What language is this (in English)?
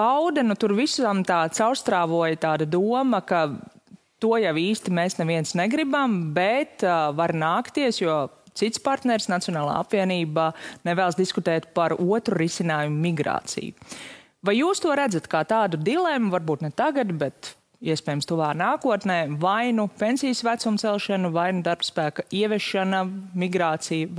Latvian